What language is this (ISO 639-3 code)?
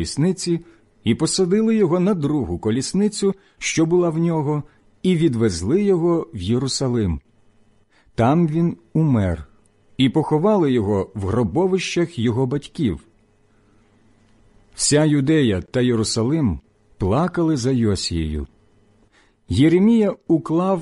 ukr